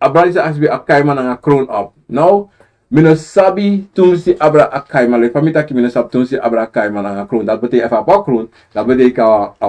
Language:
Sranan Tongo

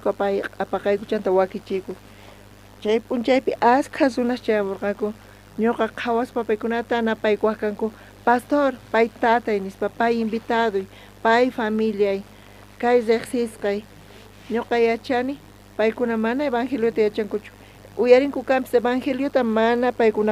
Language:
South Bolivian Quechua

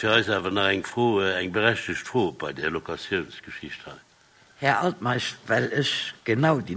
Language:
Luxembourgish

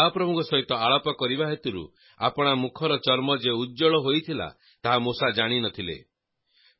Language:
Odia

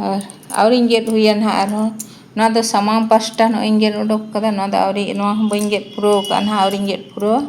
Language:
Santali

